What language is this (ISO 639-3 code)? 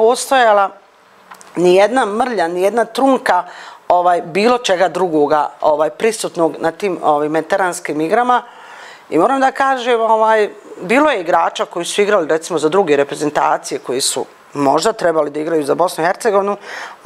bos